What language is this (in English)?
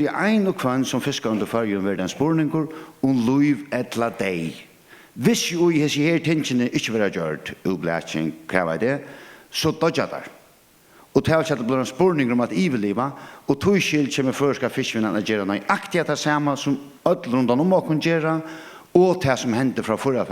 Faroese